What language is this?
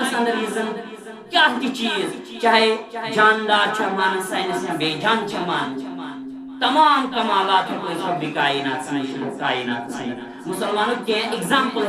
Kashmiri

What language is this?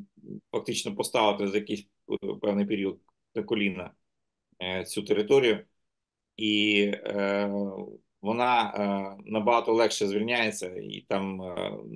Ukrainian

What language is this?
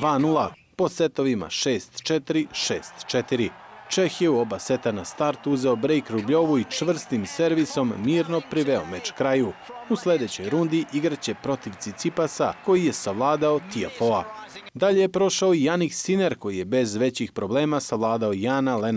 Bosnian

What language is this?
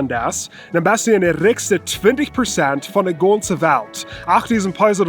Plautdietsch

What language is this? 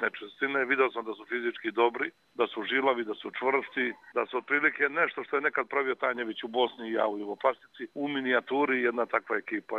Croatian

